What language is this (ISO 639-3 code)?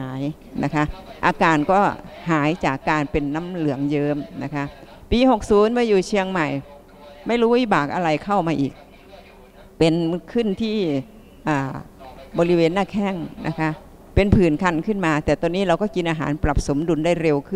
tha